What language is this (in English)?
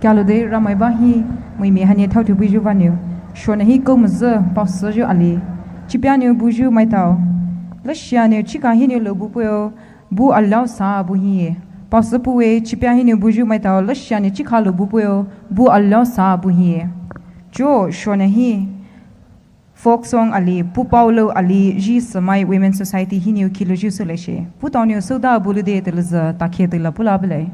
Poumei Naga